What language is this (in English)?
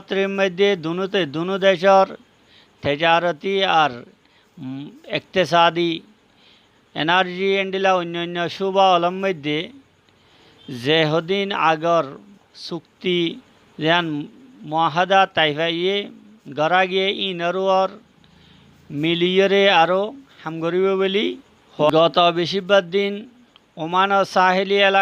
Rohingya